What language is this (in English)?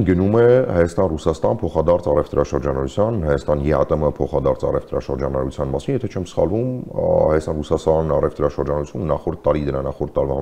Armenian